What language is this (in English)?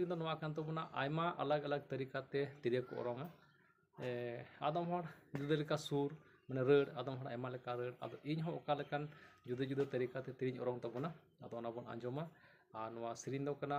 Santali